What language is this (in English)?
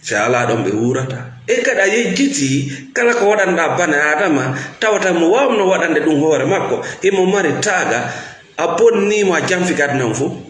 Fula